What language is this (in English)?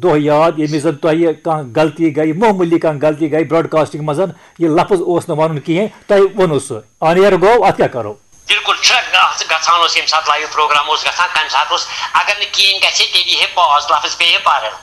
Kashmiri